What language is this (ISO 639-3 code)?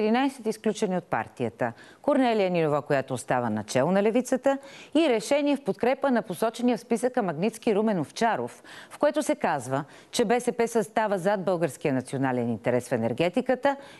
bul